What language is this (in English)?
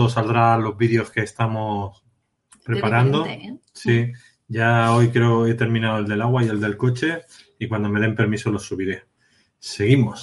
Spanish